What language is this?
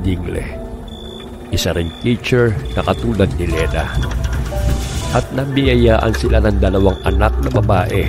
Filipino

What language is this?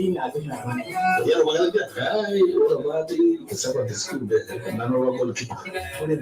Masai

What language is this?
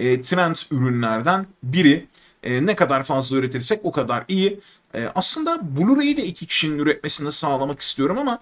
Turkish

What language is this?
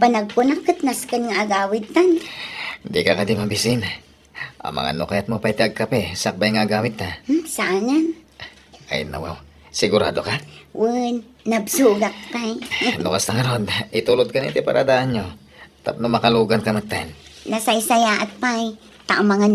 Iloko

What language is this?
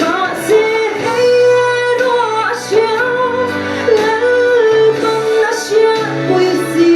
Mizo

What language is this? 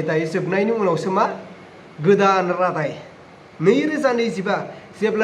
Bodo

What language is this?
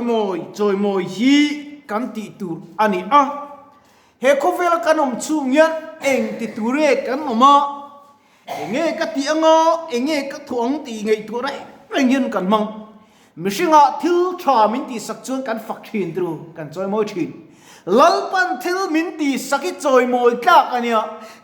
Mizo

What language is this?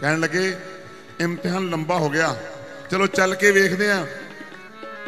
Punjabi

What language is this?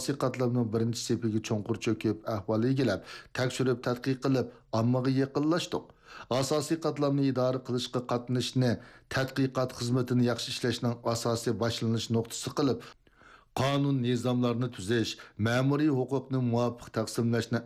Uyghur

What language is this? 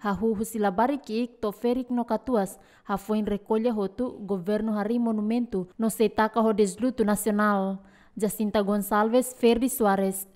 Tetum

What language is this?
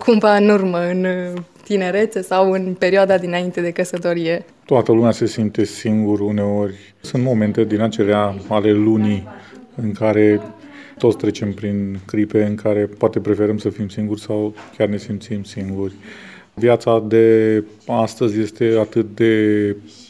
Romanian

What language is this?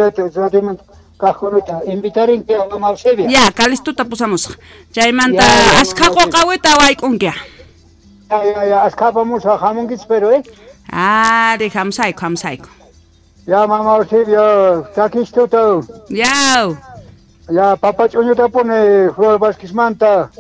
South Bolivian Quechua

